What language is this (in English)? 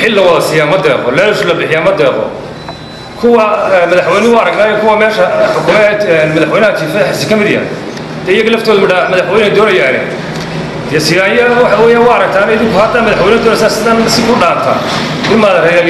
Somali